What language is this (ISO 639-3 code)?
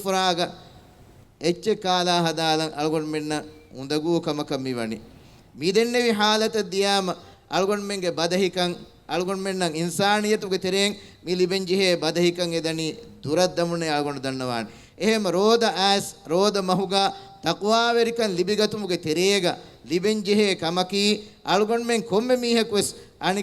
div